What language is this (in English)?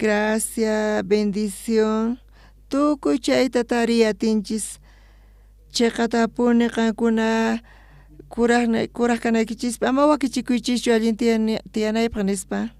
South Bolivian Quechua